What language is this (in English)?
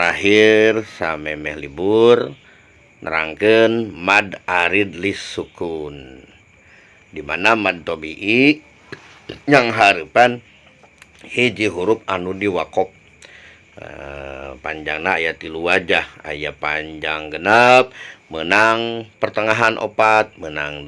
Sundanese